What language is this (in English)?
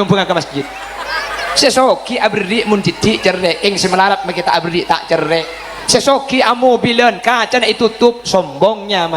Madurese